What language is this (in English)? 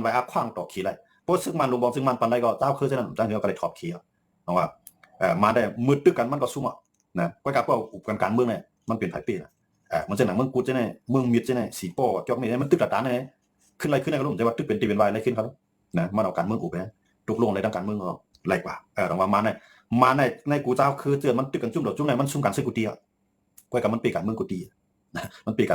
Shan